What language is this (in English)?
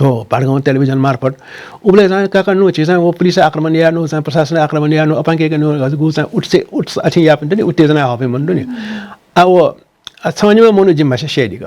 Newari